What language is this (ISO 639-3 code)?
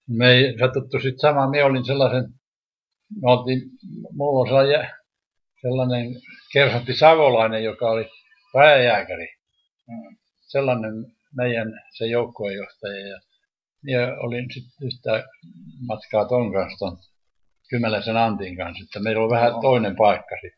fin